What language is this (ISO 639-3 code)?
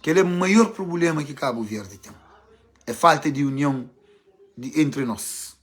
kea